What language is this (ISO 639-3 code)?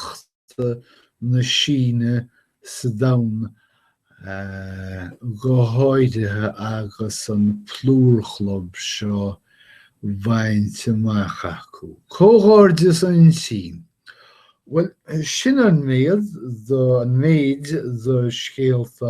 gle